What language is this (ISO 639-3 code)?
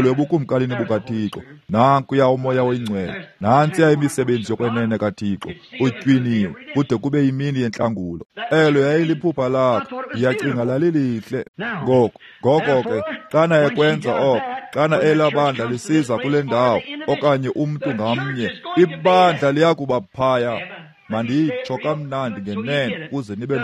xho